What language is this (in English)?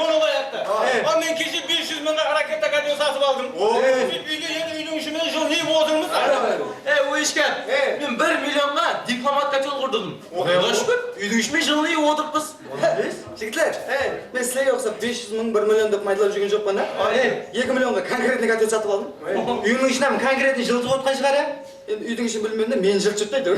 Kara-Kalpak